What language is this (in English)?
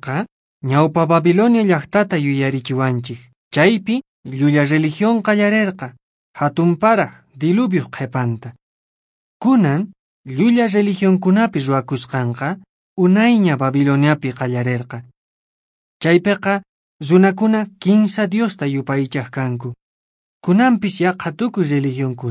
Quechua